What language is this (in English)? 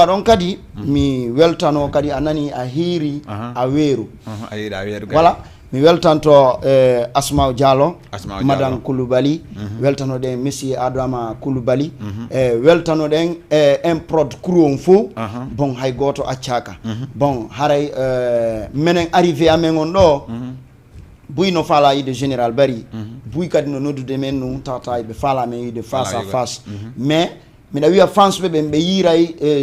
Fula